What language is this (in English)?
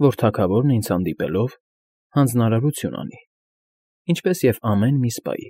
Armenian